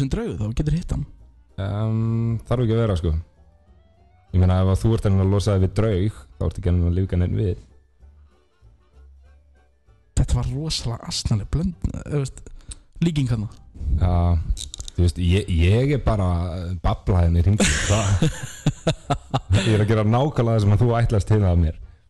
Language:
Icelandic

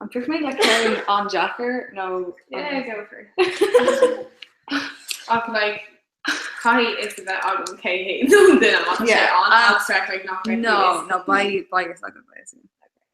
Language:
Irish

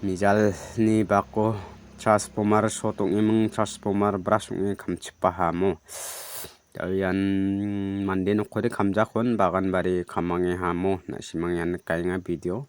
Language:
Garo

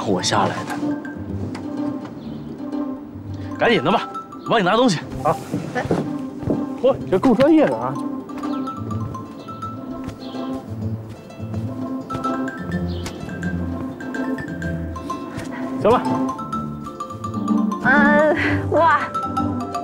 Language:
Chinese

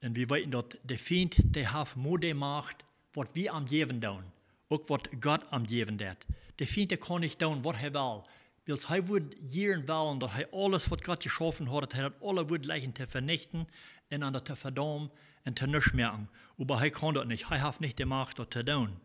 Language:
Plautdietsch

